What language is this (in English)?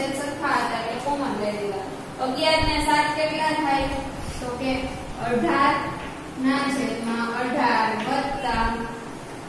Gujarati